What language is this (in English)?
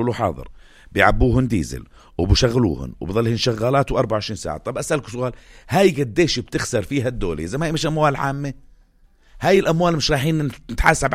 North Levantine Arabic